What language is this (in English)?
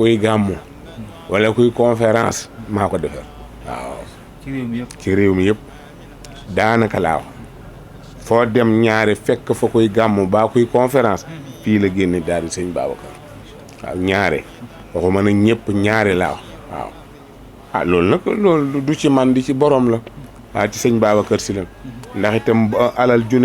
Wolof